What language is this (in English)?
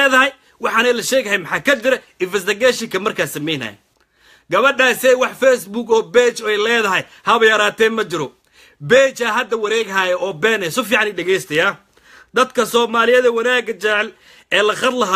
Somali